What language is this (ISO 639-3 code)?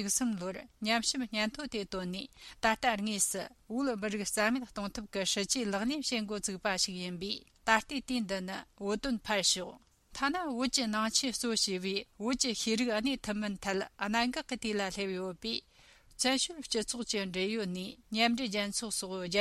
bod